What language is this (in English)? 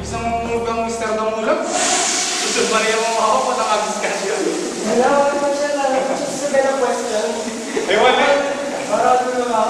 Pampanga